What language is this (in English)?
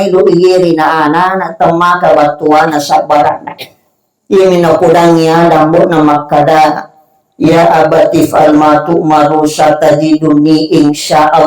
Buginese